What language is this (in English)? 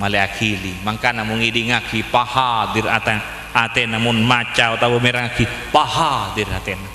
Madurese